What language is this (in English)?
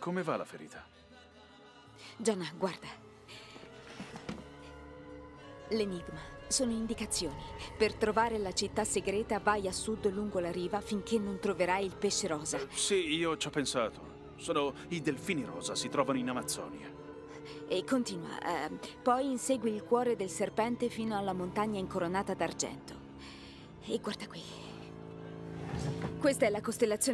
Italian